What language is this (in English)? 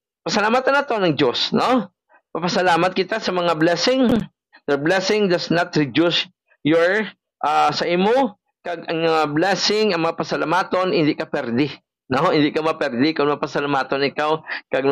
Hiligaynon